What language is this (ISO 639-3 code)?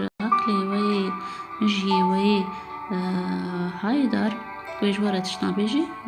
kur